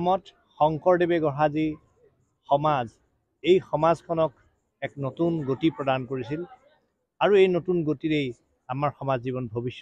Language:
Assamese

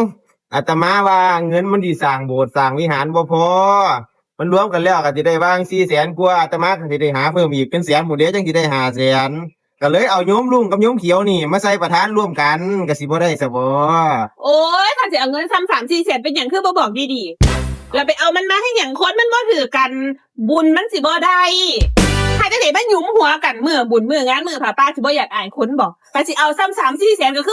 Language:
Northeastern Thai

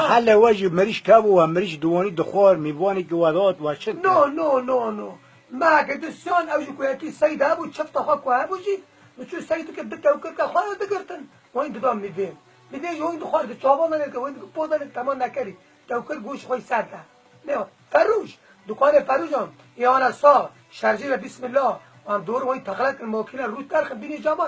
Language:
Kurdish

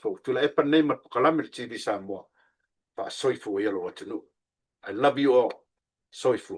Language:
Samoan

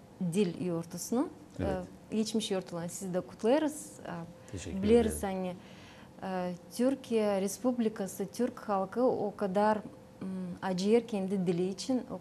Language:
Gagauz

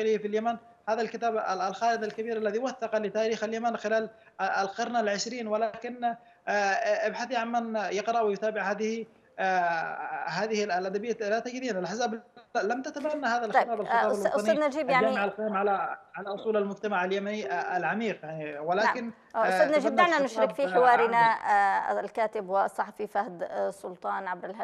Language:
Arabic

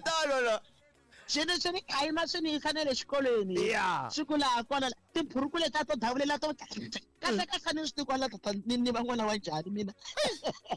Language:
Tsonga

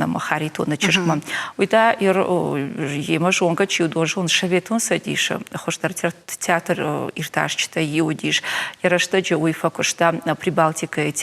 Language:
Ossetic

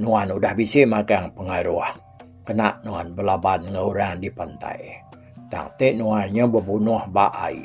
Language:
Iban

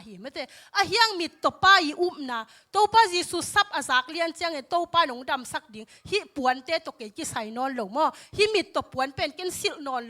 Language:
Tedim Chin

